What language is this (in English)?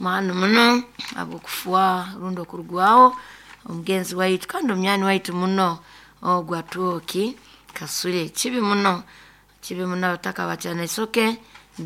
Nyoro